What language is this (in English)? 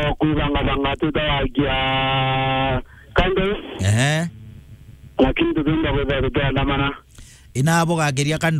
Meru